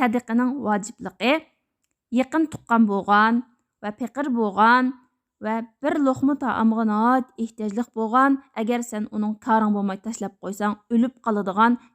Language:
Uyghur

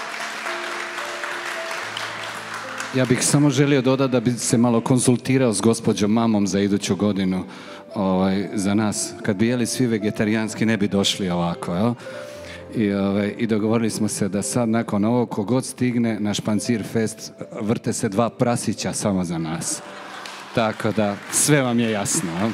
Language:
Croatian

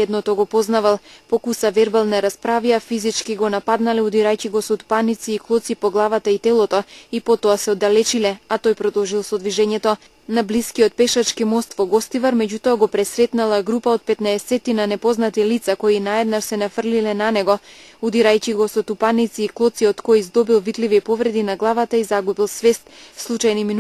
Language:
Macedonian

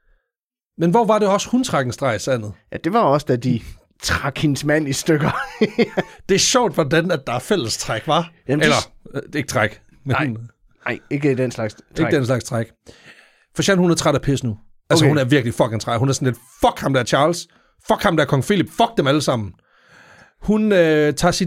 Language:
Danish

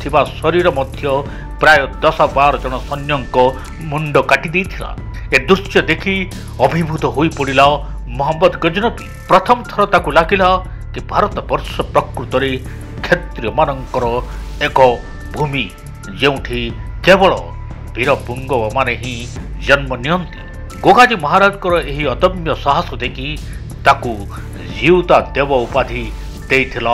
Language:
Odia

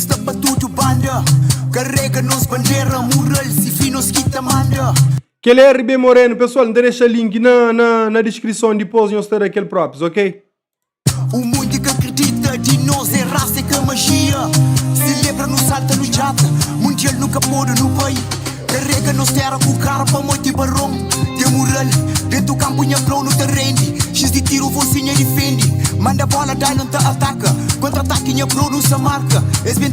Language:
Kabuverdianu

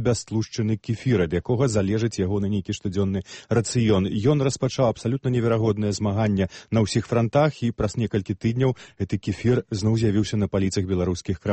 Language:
Belarusian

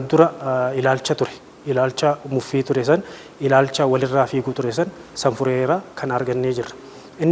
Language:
Oromo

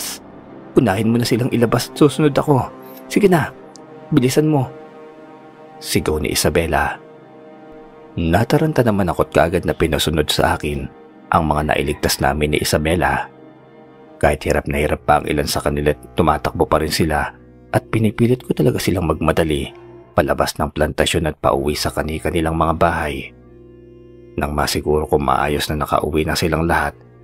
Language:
Filipino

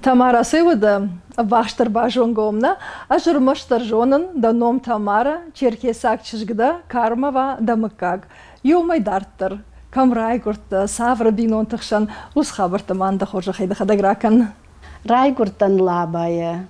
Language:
Ossetic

